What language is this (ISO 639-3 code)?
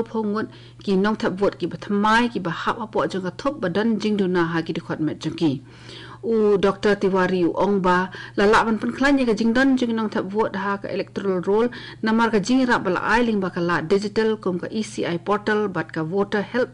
kha